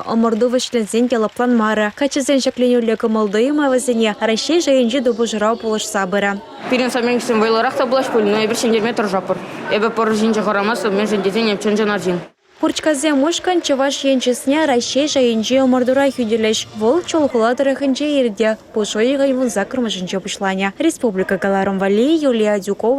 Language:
Chuvash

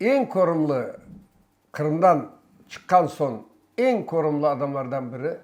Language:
Crimean Tatar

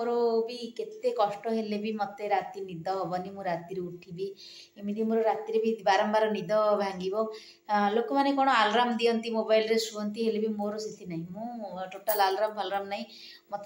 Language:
Odia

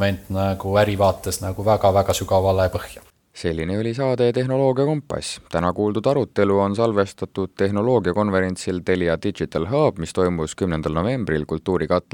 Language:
Estonian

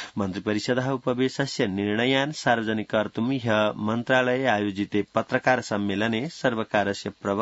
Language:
Sanskrit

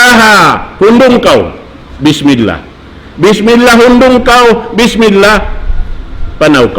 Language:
Tausug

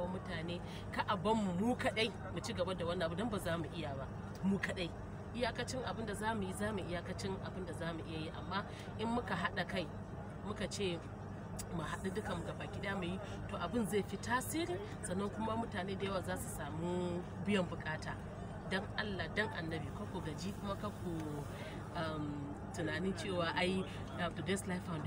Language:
Hausa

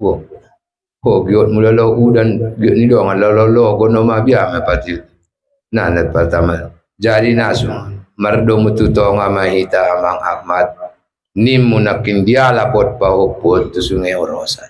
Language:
Batak Toba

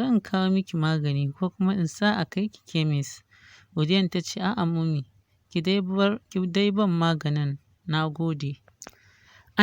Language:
Hausa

